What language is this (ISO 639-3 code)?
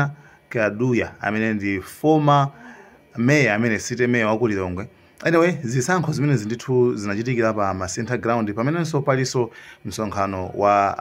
nya